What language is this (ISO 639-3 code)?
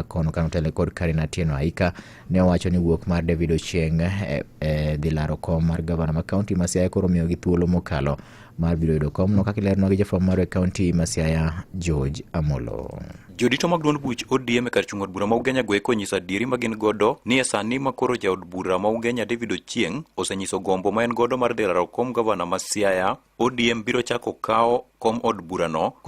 luo